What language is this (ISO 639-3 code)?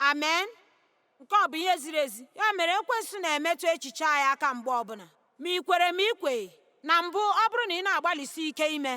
ibo